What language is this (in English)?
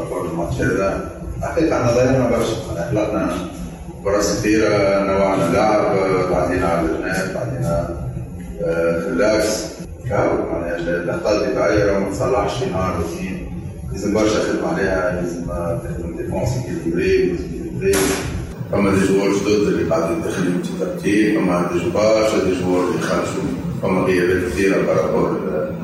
Tunisian Arabic